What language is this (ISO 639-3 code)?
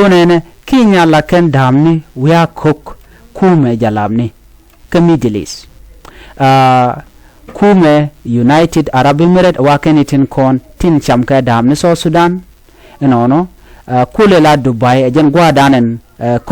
nus